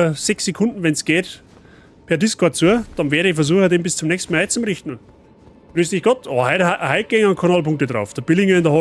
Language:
Bavarian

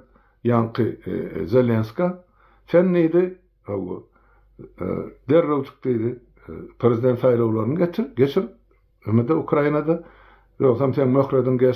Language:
Turkmen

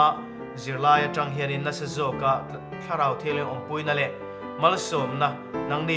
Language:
Mizo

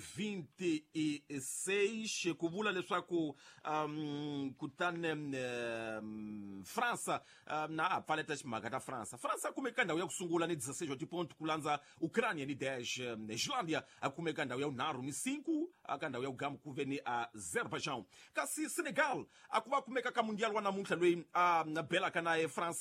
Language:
Tsonga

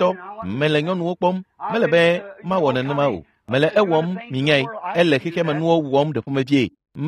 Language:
Ewe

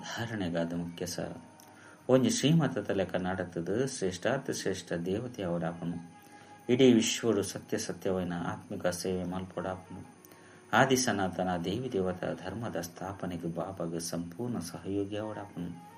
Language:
Tulu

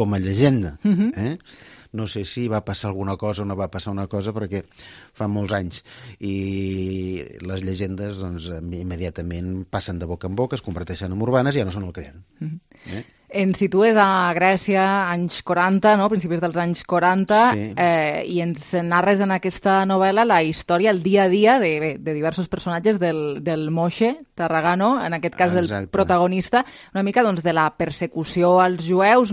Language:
Catalan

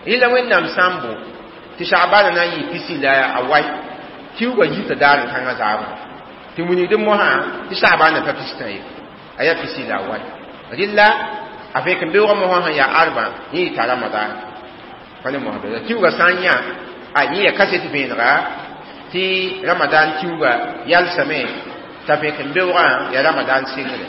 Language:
Mossi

